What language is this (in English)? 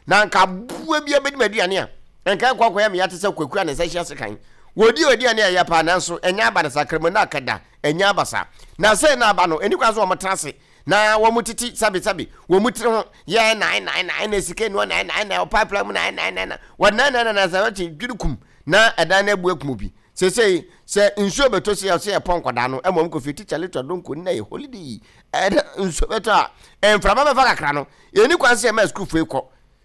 Akan